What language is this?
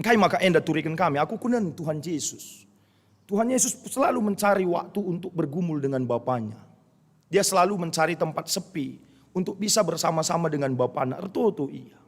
Batak Karo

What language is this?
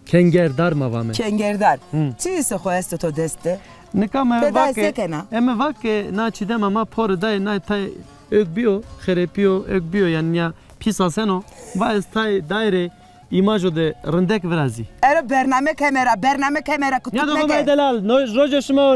Zaza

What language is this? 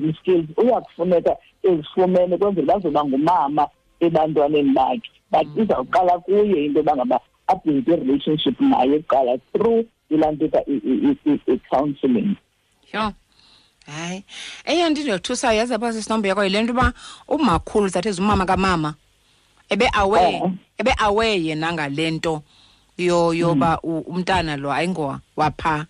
Xhosa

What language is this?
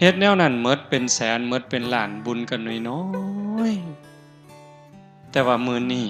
Northeastern Thai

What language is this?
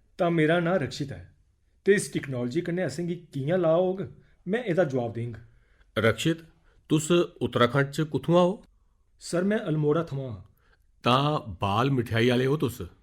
Dogri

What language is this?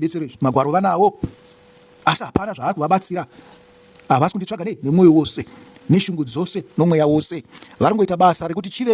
Shona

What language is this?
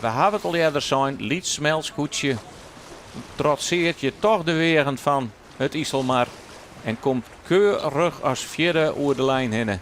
Western Frisian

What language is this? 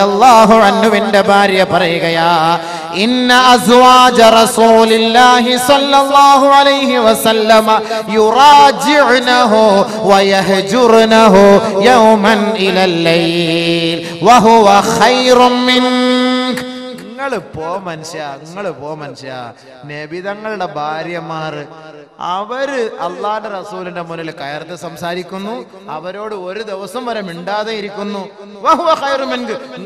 Malayalam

